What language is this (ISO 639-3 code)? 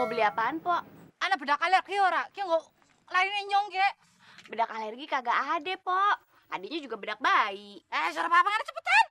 bew